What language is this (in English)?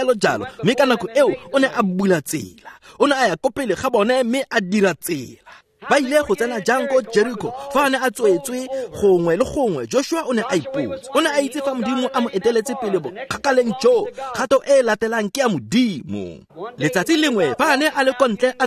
Tswana